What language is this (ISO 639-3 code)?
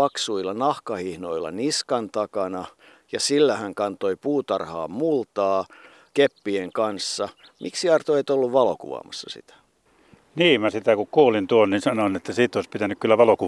fin